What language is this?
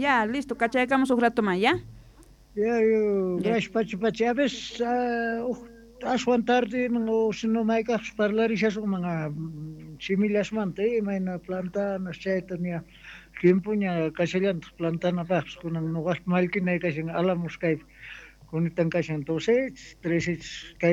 South Bolivian Quechua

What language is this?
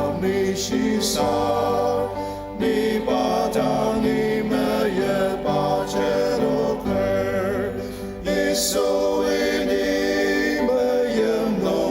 Ao Naga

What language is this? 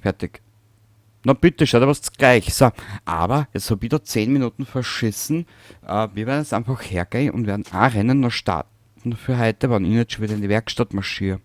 Bavarian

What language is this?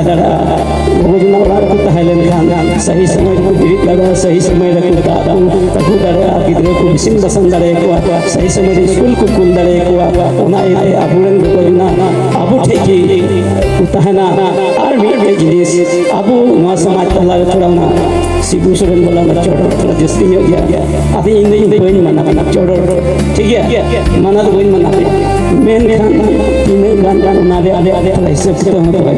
Santali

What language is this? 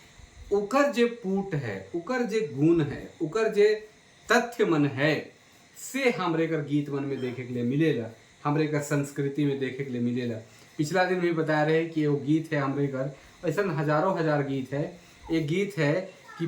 Sadri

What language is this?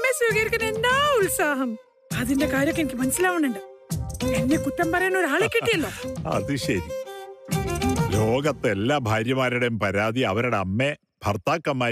Malayalam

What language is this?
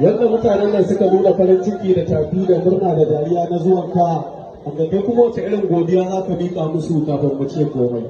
Hausa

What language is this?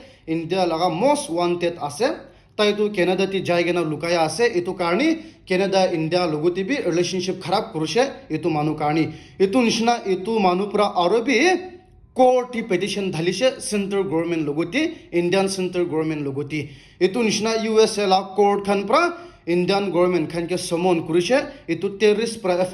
Naga Pidgin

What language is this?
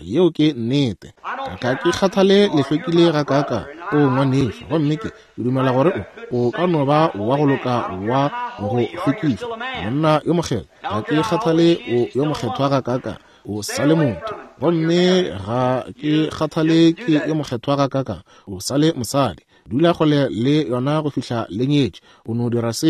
Northern Sotho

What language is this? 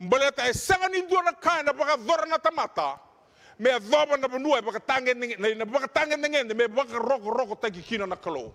Fijian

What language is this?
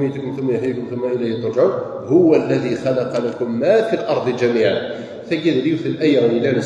Kabyle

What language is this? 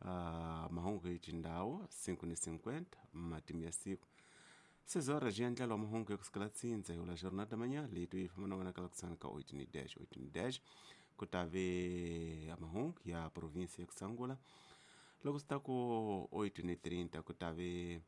Tsonga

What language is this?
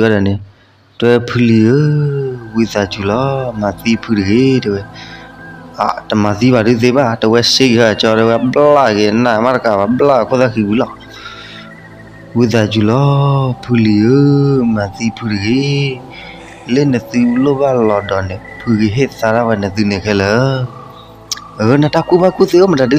S'gaw Karen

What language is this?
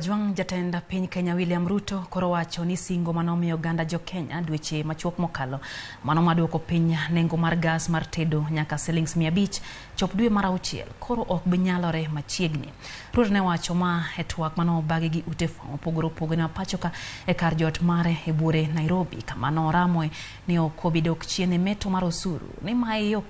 Luo (Kenya and Tanzania)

